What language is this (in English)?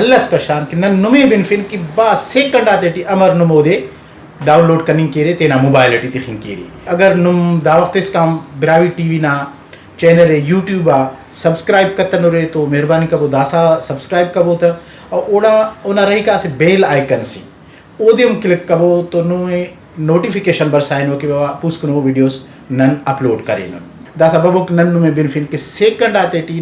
Brahui